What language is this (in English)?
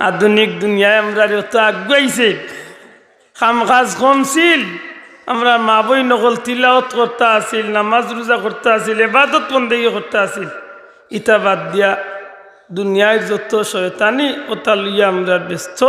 Sylheti